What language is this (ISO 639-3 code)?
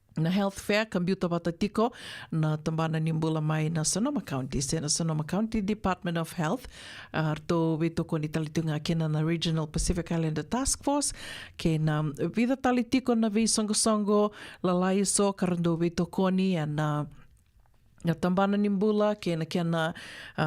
fij